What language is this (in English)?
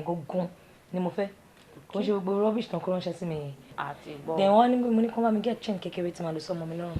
Yoruba